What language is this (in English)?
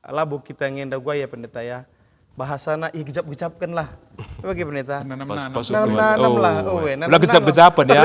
Batak Karo